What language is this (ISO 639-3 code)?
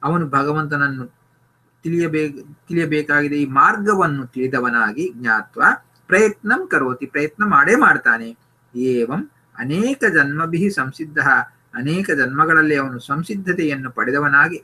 kan